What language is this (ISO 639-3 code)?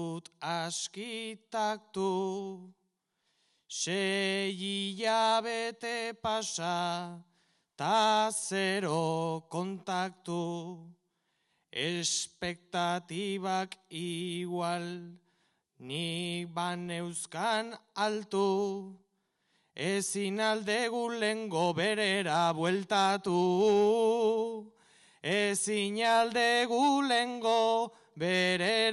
eus